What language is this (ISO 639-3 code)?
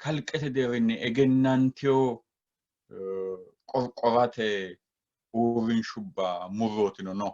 sid